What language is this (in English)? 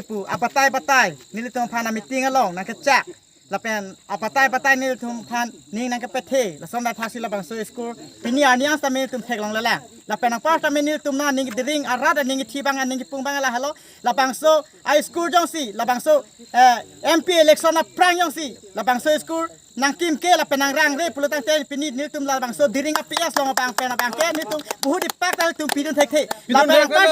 Karbi